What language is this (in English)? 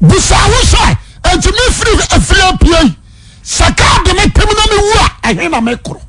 Akan